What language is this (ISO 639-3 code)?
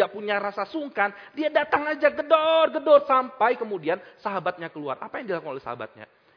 ind